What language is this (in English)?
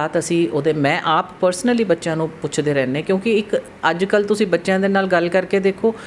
Punjabi